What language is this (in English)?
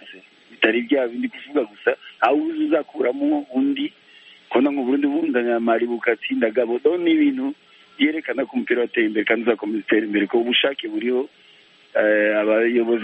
Kinyarwanda